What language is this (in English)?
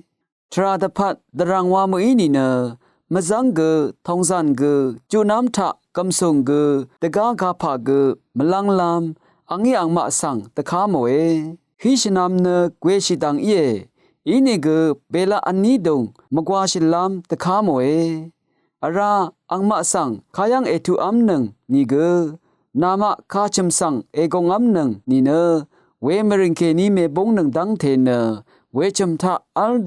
Rawang